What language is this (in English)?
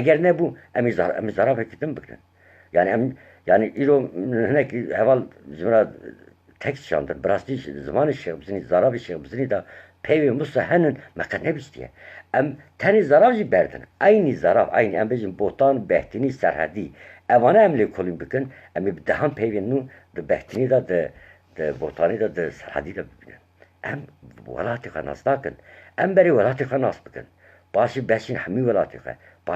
Kurdish